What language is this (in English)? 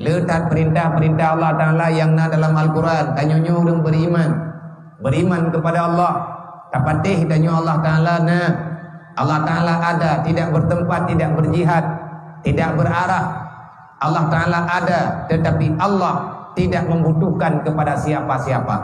Achinese